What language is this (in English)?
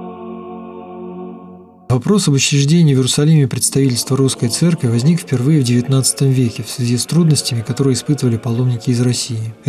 Russian